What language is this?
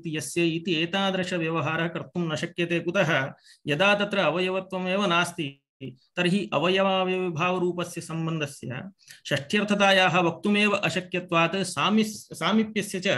Sanskrit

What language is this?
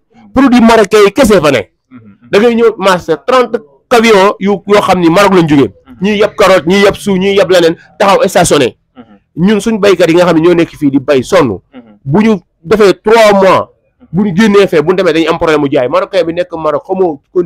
Wolof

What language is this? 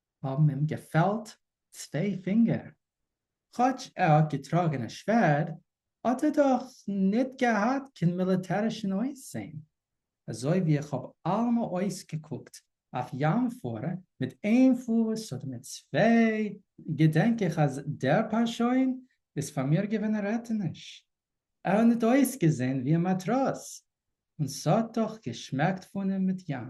Yiddish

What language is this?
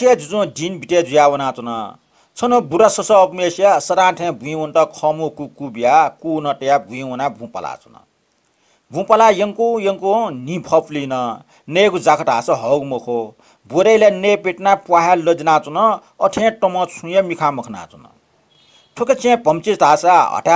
Newari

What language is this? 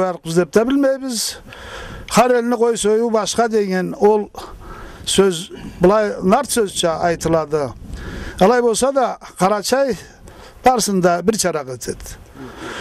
Karachay-Balkar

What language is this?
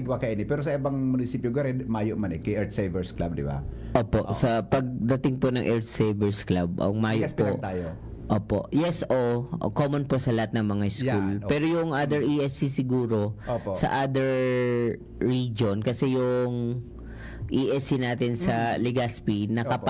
Bikol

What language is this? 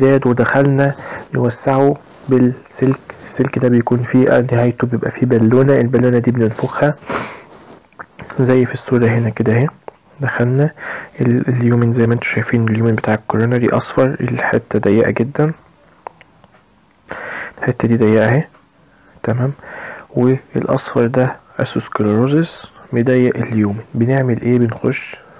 Egyptian Arabic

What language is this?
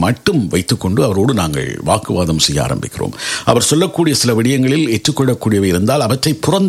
Tamil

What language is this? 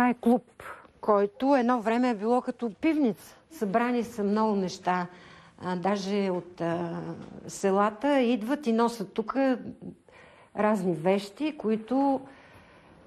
Bulgarian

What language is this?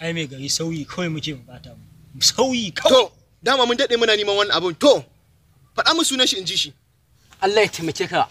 Hausa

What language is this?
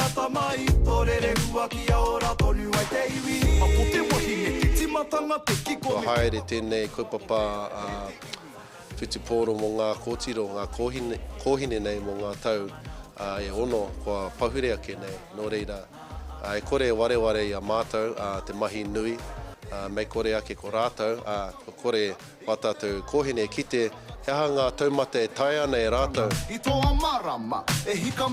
Māori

